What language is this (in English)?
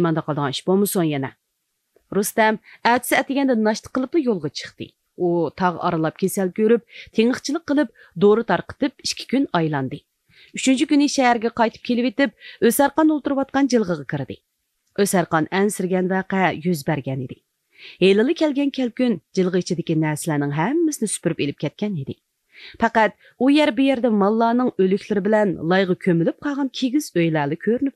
Uyghur